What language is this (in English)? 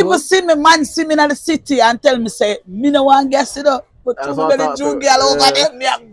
Jamaican Creole English